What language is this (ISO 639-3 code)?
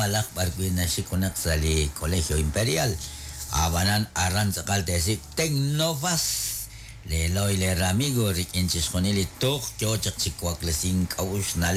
kek